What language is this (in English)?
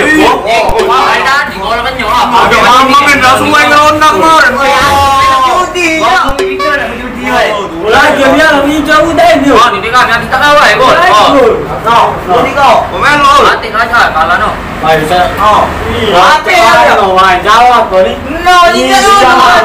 Musi